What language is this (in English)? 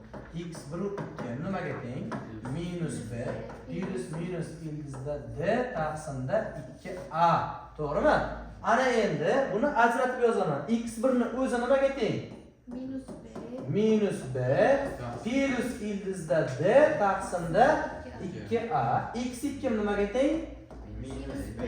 Uzbek